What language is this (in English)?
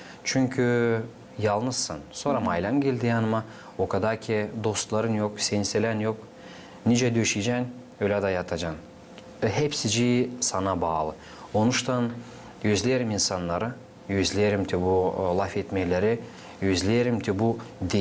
Gagauz